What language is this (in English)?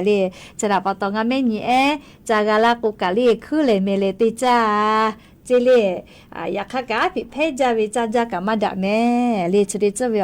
Lahu